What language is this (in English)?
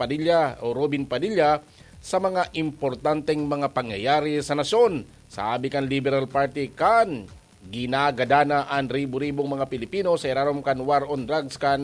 Bikol